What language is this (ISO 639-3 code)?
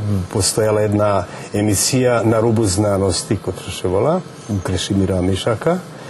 rue